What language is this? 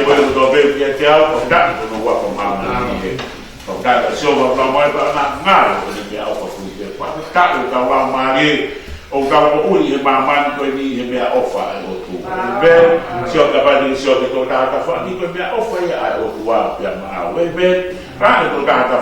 Tongan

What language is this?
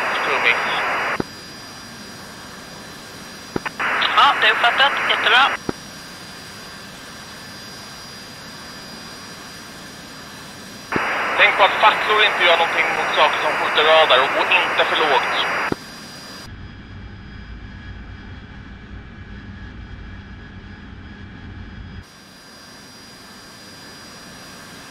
Swedish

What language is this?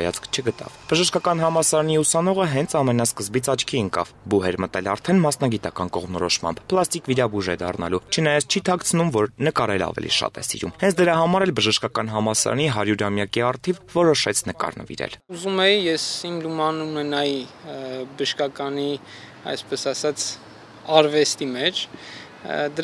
Armenian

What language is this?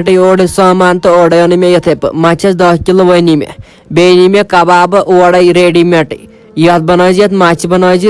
Kashmiri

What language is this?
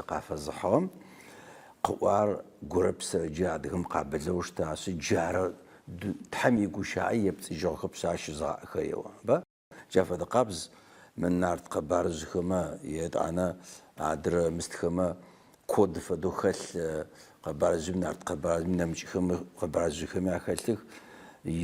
Adyghe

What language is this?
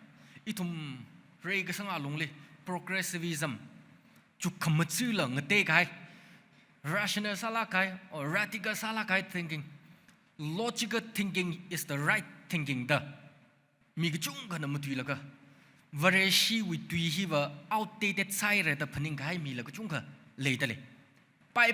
Tangkhul Naga (India)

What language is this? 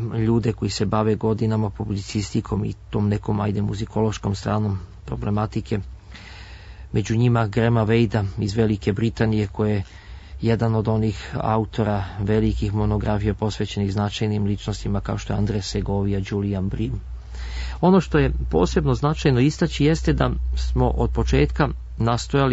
Serbian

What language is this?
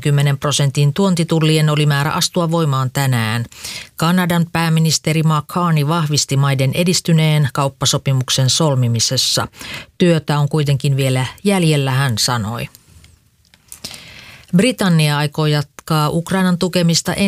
Finnish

